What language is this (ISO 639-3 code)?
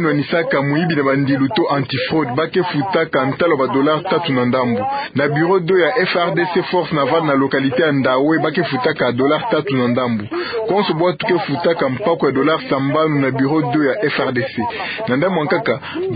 ktu